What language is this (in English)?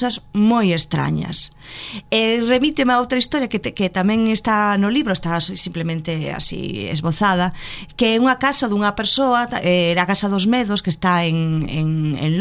Galician